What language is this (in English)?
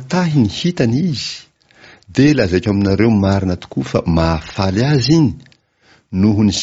Malagasy